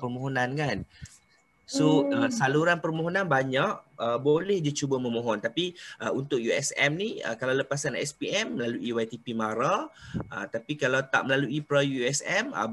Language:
Malay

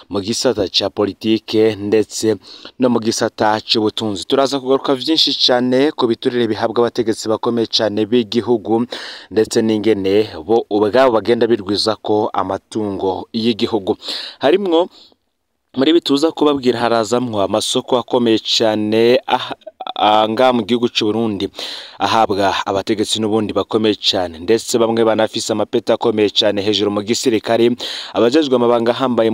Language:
Rundi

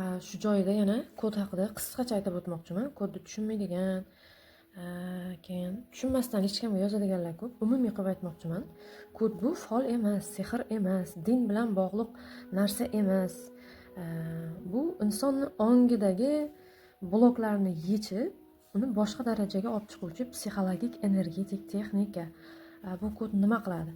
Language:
Uzbek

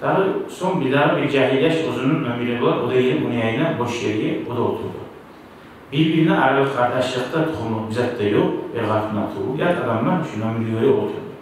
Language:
Kumyk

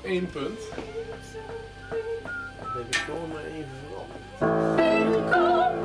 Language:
Dutch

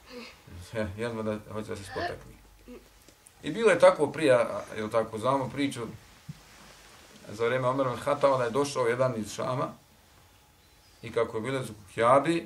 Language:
Bosnian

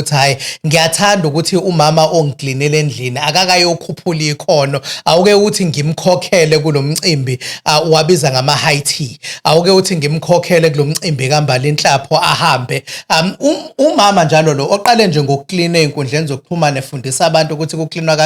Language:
Zulu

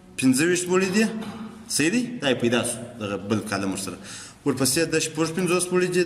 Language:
Pashto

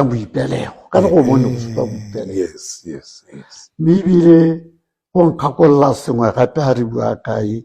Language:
Tswana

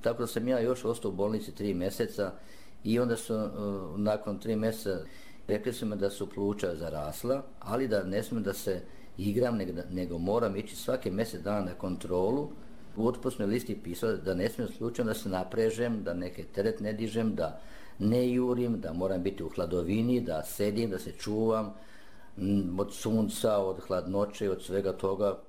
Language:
Serbian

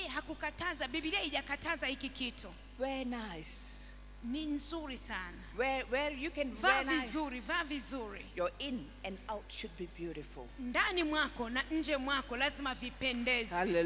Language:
Swahili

